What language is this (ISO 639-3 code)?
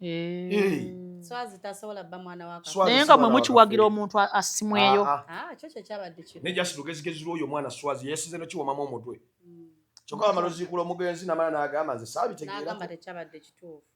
lug